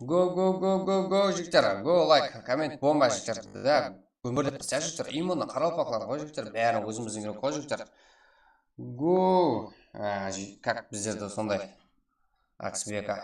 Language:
Kara-Kalpak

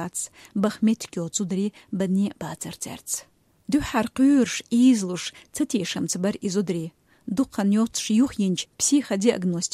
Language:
Chechen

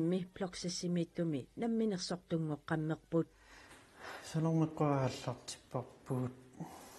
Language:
Kalaallisut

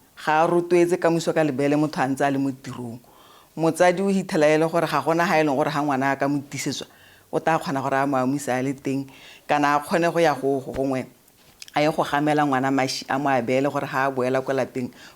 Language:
Tswana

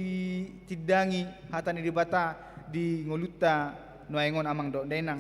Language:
Batak Toba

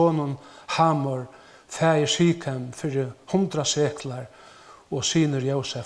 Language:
Faroese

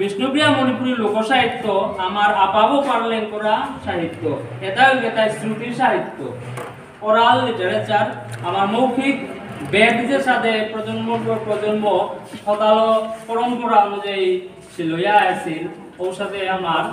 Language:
Bishnupriya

